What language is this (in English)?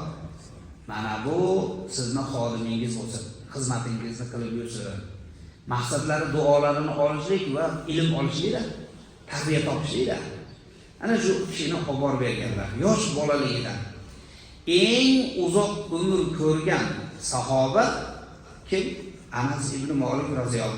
Uzbek